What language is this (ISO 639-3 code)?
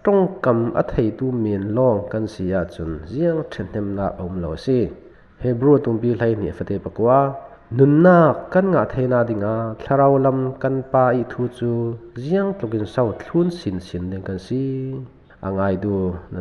cfm